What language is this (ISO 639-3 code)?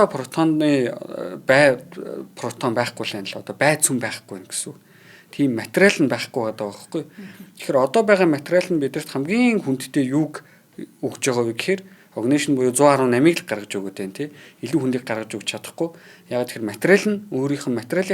mon